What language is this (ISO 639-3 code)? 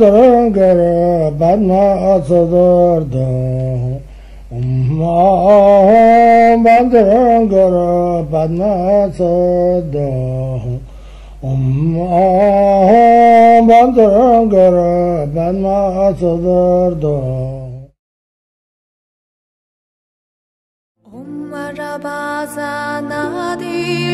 zho